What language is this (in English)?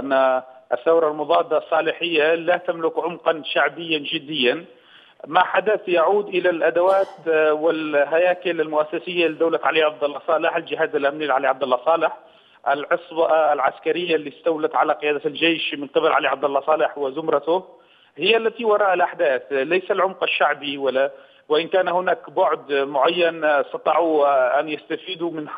Arabic